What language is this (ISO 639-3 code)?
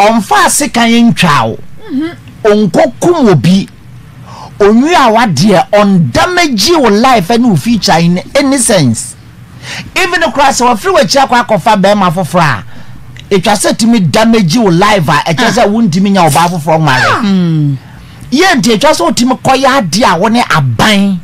aka